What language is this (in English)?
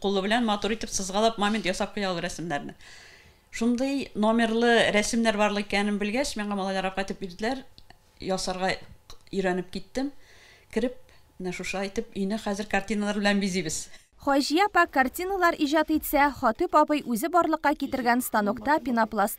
Tatar